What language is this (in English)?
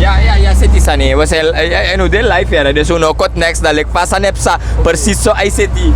Sranan Tongo